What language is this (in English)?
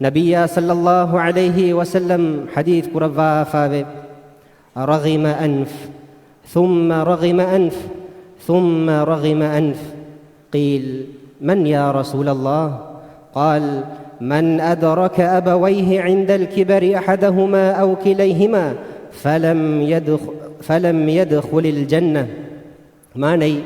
Divehi